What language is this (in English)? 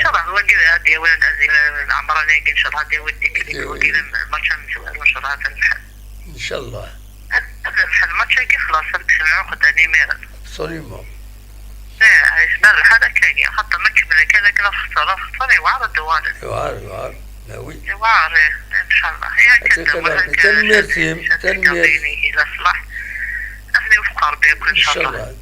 Kabyle